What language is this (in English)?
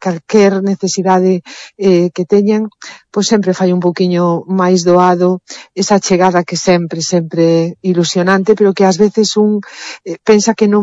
Galician